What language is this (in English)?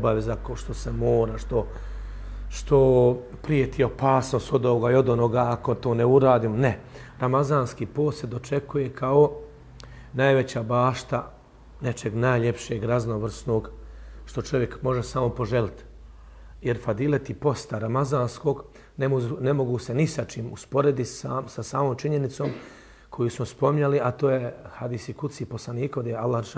Bosnian